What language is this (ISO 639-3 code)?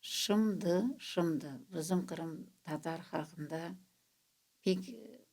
crh